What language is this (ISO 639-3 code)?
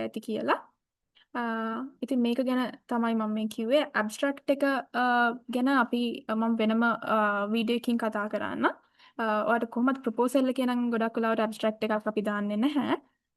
sin